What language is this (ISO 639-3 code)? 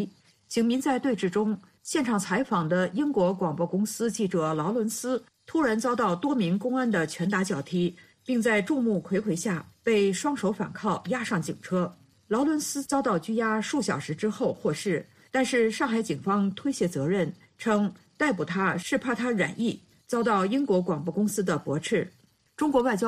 zho